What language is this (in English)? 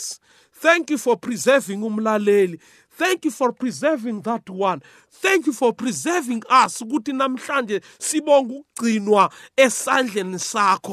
South Ndebele